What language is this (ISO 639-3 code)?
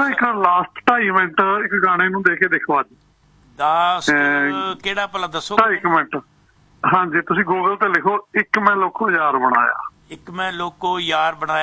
pan